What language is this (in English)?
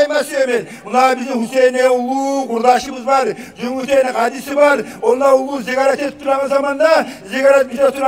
Kumyk